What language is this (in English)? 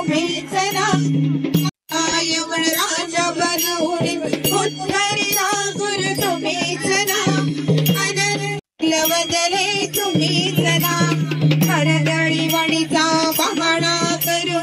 Marathi